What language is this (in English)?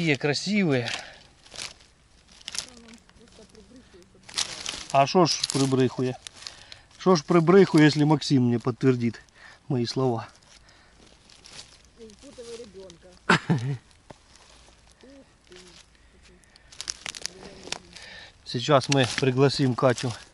Russian